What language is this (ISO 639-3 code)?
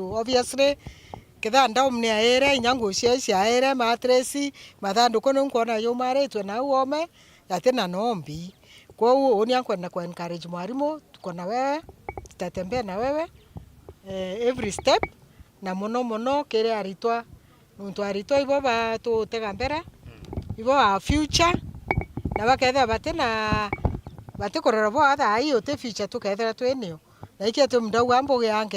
mer